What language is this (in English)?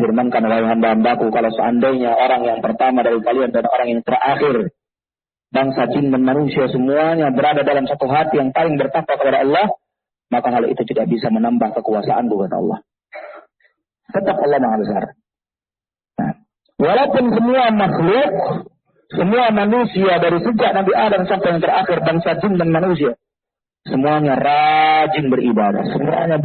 Indonesian